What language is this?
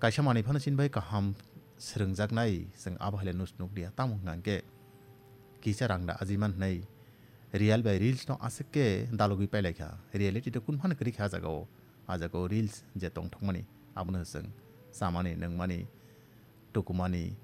Kok Borok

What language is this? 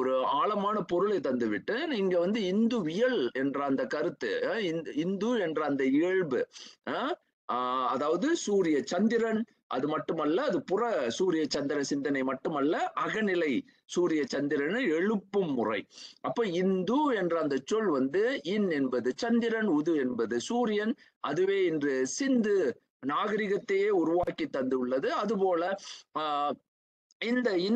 Tamil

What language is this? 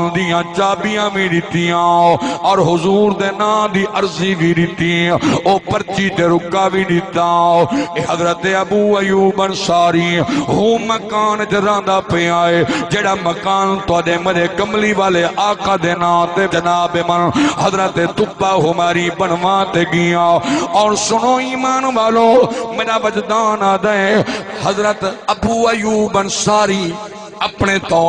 Saraiki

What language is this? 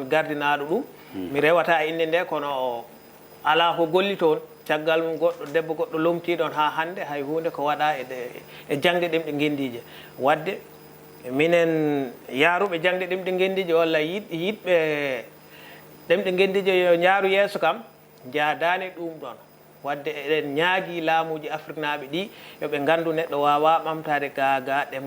Fula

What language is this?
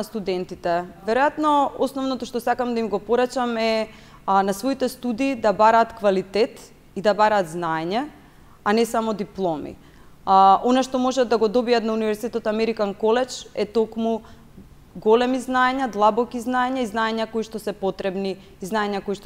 Macedonian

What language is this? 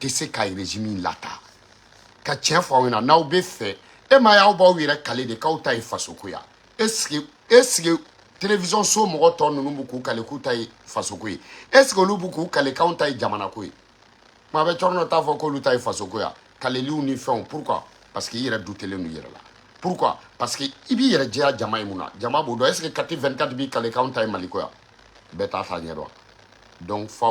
Bambara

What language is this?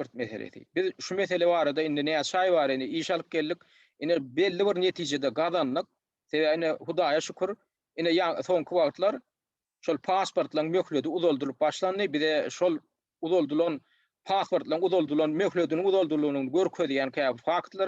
Turkmen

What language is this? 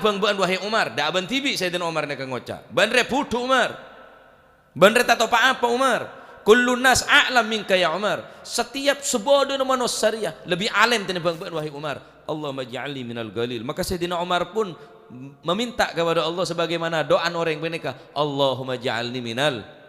Madurese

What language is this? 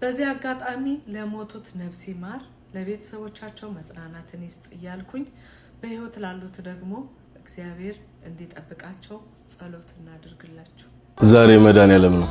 Amharic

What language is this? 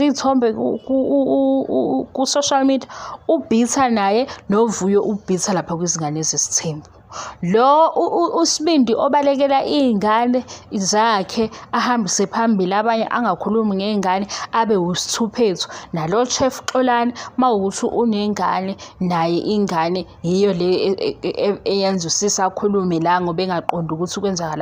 Zulu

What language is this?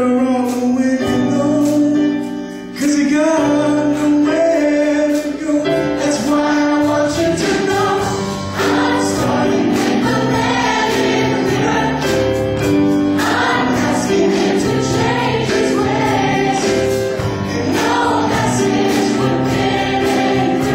English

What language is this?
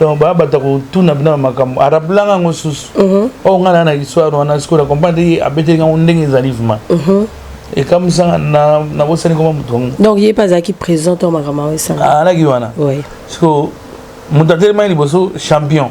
Lingala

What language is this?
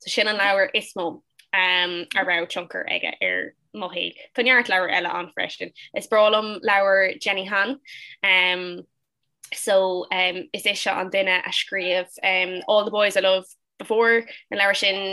Irish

